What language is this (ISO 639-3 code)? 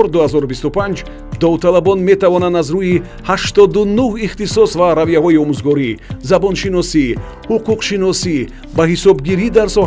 tgk